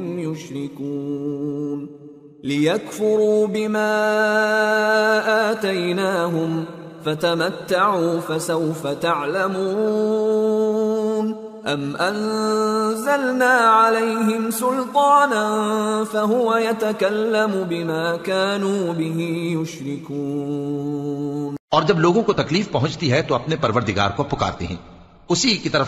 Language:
Urdu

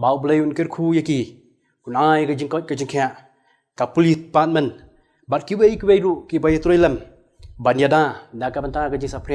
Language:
Khasi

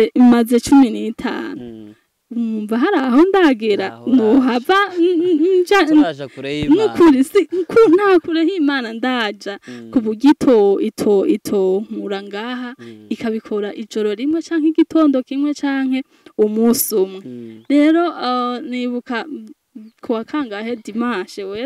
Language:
Rundi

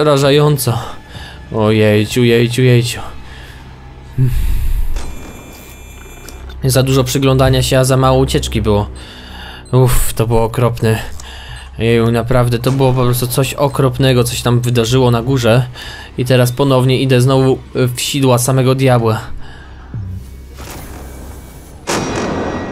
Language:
Polish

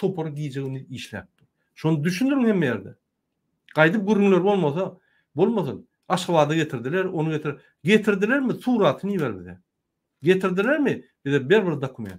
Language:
Turkmen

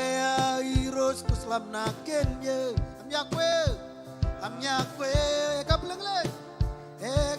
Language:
Marshallese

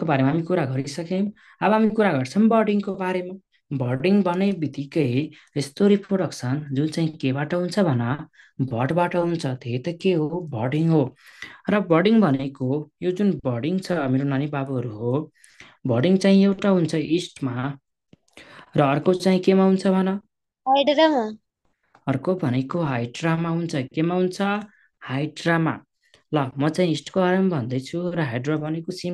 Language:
Nepali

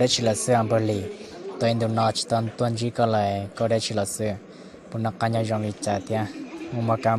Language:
Hmong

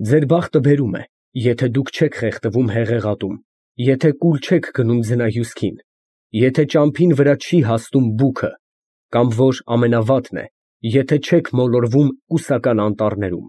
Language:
Armenian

